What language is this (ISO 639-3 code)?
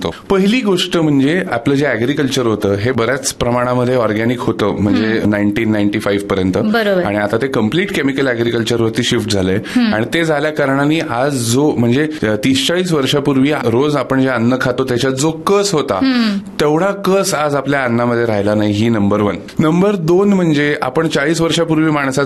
mar